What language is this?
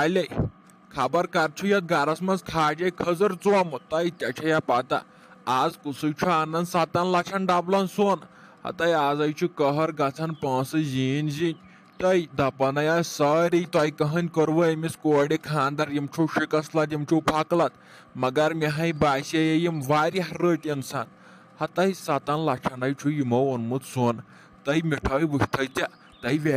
Kashmiri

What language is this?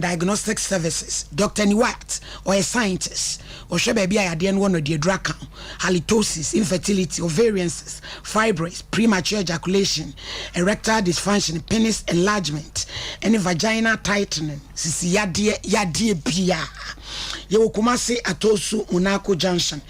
Akan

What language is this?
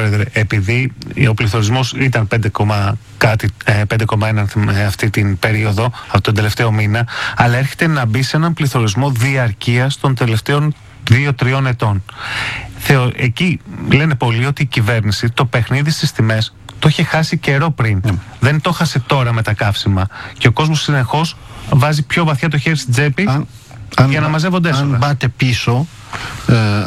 Greek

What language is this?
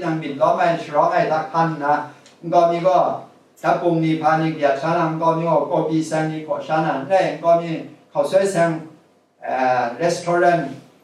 Kachin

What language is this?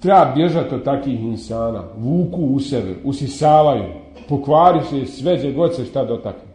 Bosnian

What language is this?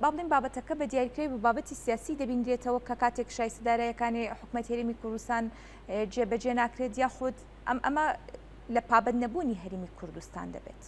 Central Kurdish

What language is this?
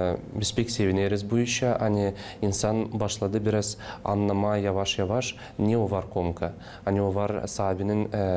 Gagauz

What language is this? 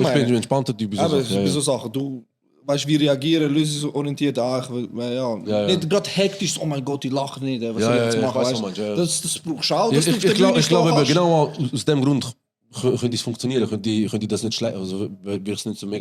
Swiss German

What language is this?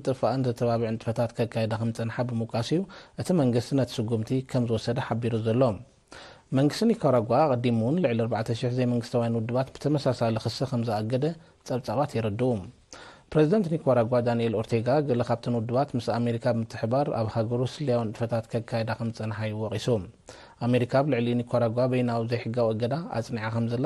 Tigrinya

